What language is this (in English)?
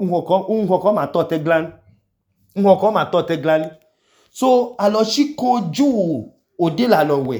Idoma